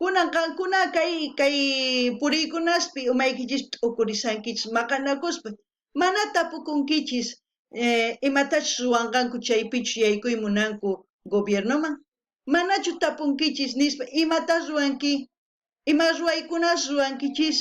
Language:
South Bolivian Quechua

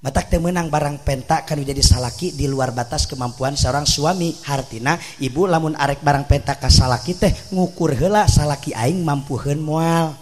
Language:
Sundanese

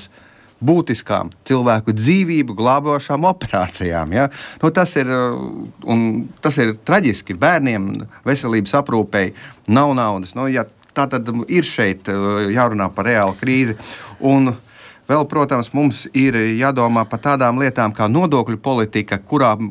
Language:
Latvian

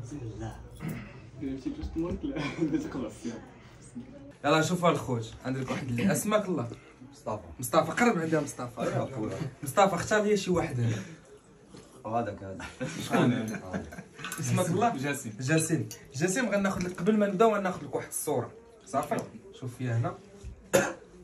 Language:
Moroccan Arabic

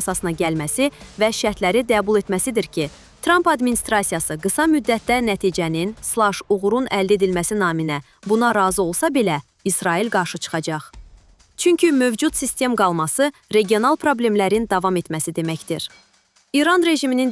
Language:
Azerbaijani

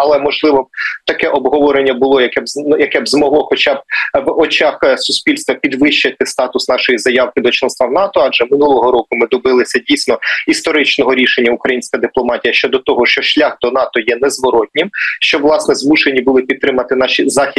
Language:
Ukrainian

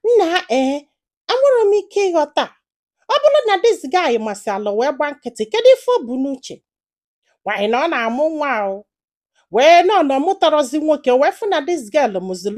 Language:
Igbo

